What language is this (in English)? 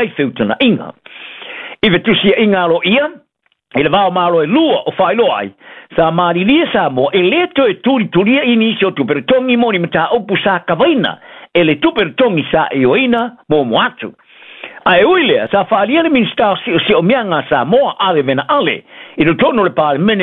Samoan